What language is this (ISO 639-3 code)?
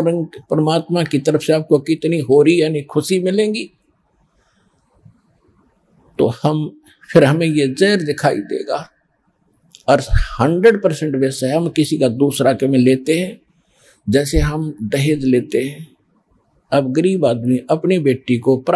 hin